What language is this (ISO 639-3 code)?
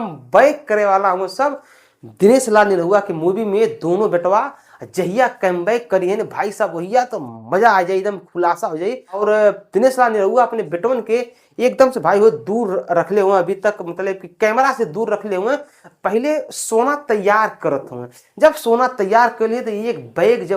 bho